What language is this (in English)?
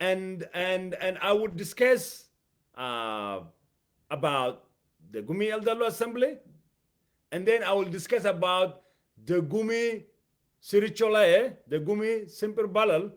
English